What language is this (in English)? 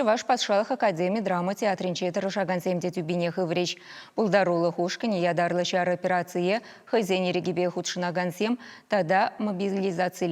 Chuvash